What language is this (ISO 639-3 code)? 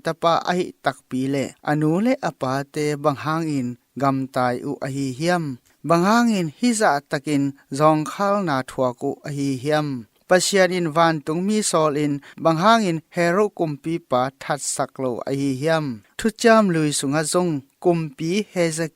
ctd